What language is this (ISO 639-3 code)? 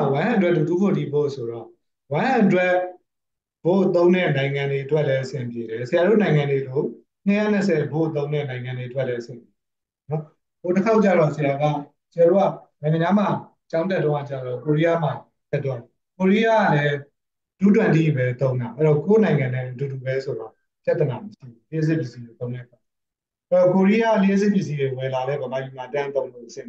mya